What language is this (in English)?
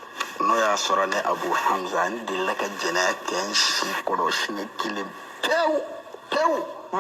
Bambara